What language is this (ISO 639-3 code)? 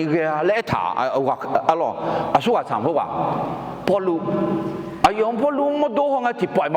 ahk